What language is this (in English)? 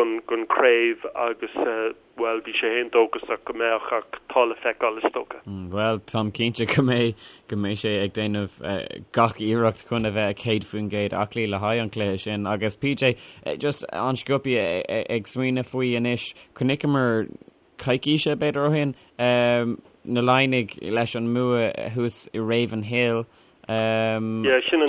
Irish